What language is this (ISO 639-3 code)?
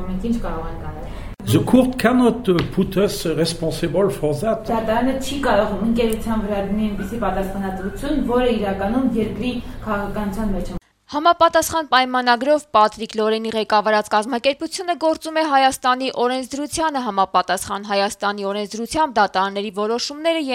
hye